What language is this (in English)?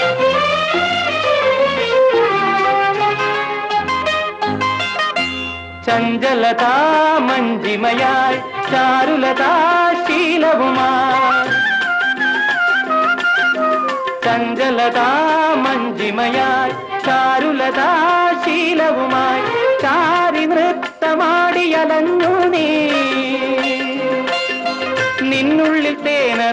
Malayalam